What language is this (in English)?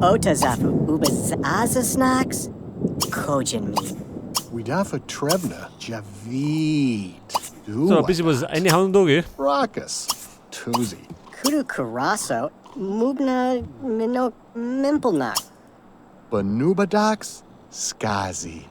Bavarian